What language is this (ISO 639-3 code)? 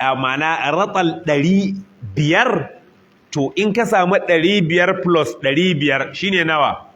hau